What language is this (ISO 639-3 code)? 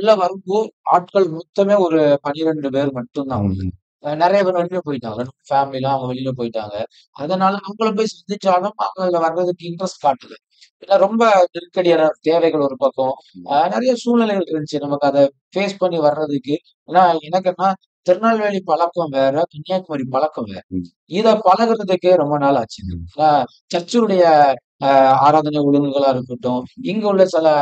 tam